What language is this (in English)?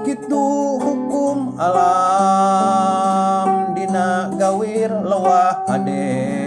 Sundanese